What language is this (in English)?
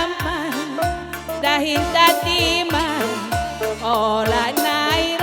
Batak Karo